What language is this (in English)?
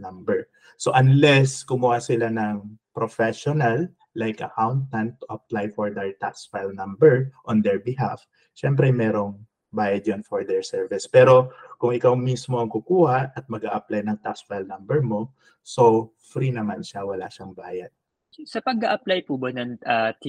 Filipino